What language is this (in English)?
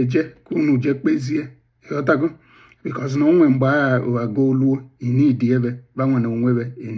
Igbo